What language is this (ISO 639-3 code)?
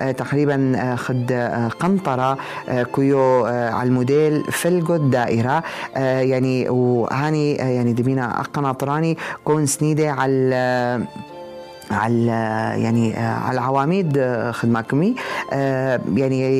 apc